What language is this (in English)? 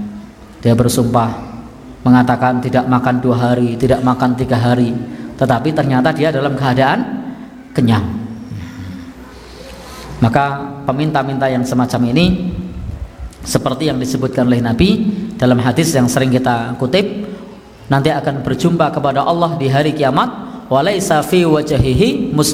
Indonesian